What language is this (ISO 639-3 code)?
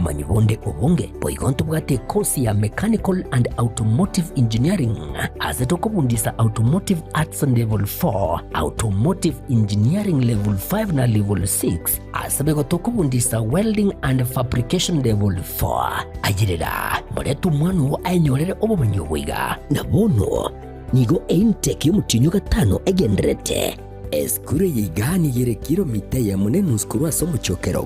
guz